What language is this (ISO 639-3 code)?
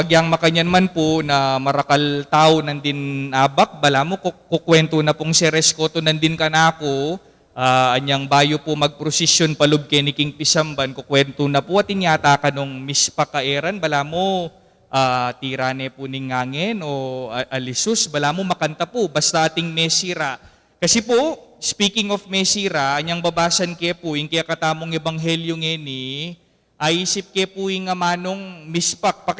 pam